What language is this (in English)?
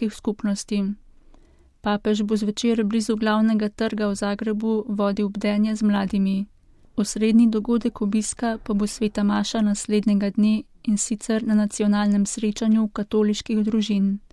Slovenian